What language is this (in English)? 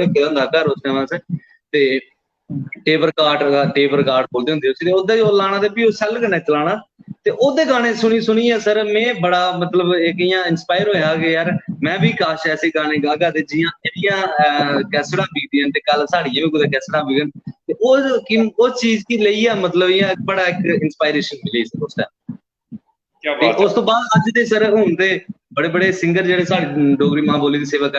Dogri